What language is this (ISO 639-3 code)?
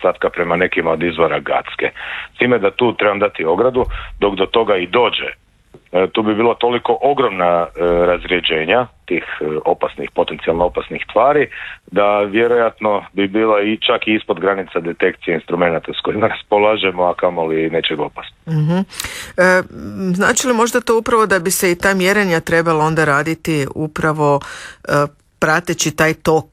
hrv